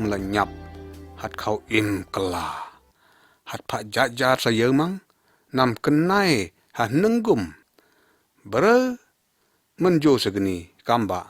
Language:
Lyngngam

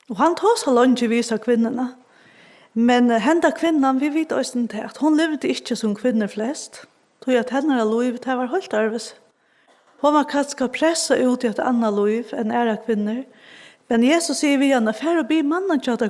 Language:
Faroese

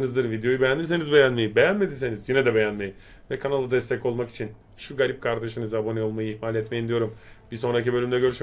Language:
Turkish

